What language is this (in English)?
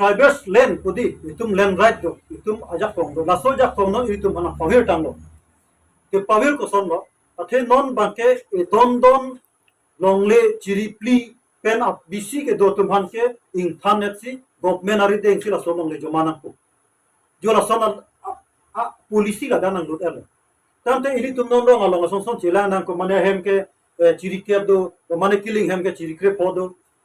Karbi